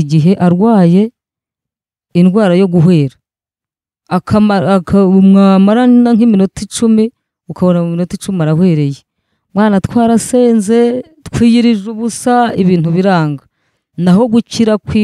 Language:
Kinyarwanda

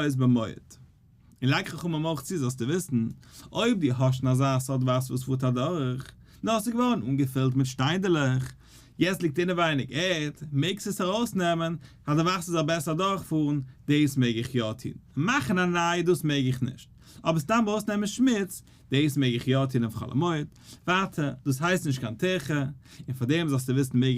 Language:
Yiddish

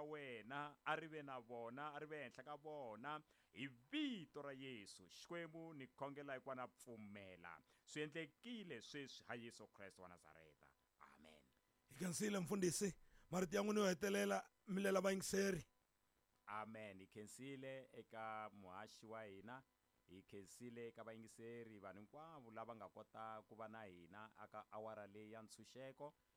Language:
Tsonga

